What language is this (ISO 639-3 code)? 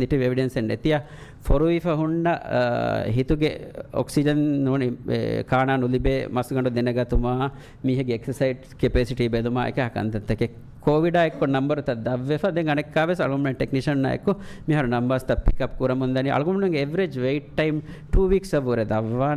div